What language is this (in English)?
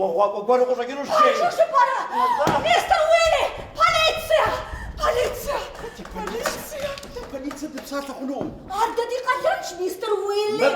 Kabardian